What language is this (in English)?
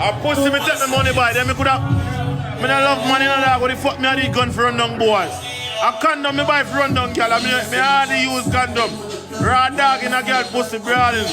Jamaican Creole English